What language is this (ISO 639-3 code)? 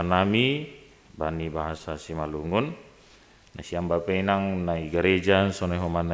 bts